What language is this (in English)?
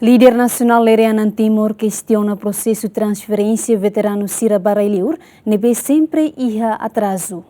Tetum